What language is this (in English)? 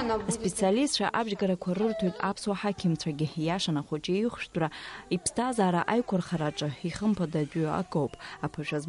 Abkhazian